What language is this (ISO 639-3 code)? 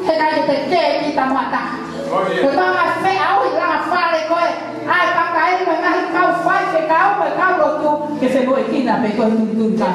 ton